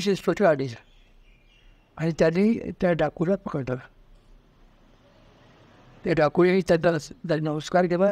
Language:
Marathi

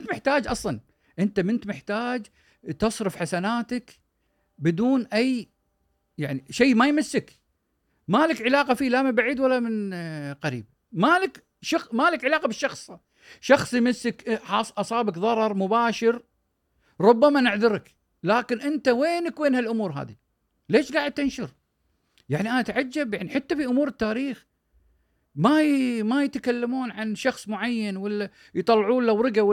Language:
Gulf Arabic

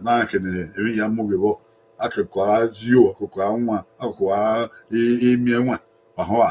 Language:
Bini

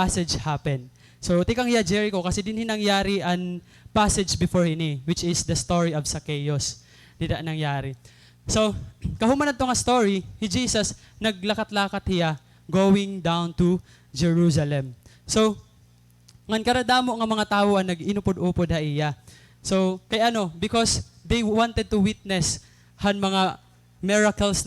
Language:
Waray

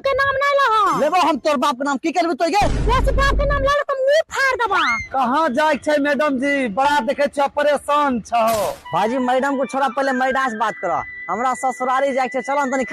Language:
Maithili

